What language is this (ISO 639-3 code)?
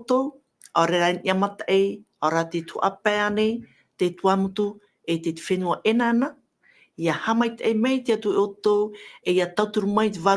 tah